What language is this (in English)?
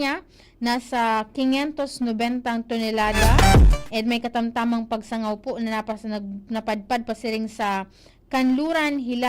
Bikol